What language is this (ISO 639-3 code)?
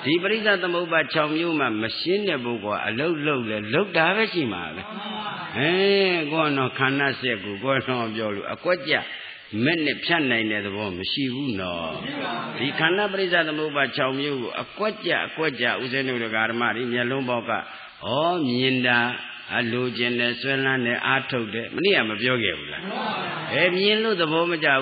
mya